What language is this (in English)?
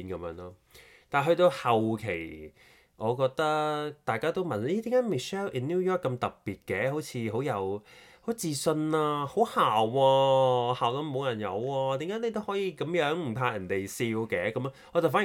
Cantonese